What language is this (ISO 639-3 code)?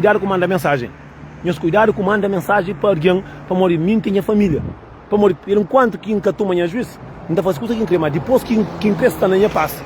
kea